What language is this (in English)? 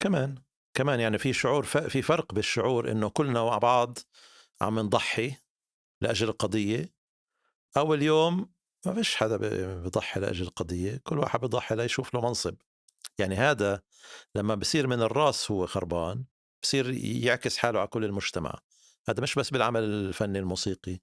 North Levantine Arabic